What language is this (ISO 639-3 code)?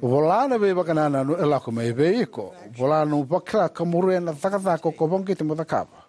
fij